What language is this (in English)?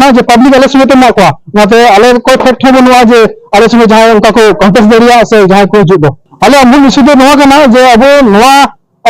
Santali